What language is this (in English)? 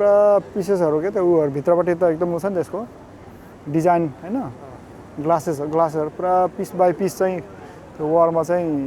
Nepali